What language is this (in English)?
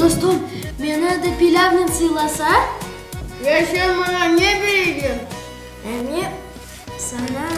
Crimean Tatar